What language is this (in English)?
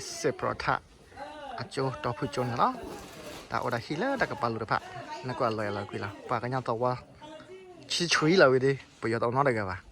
S'gaw Karen